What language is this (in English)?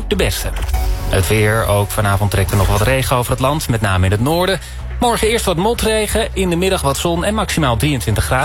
Dutch